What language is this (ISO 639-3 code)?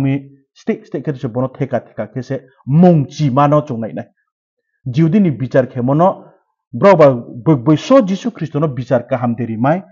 ria